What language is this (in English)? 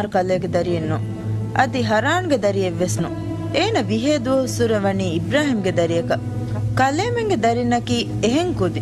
Divehi